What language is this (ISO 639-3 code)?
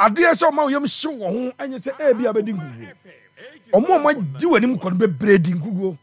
aka